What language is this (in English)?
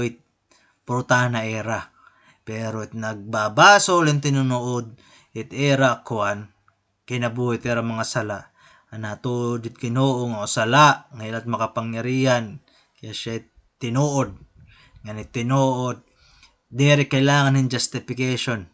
Waray